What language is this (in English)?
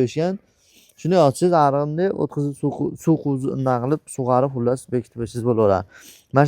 Uzbek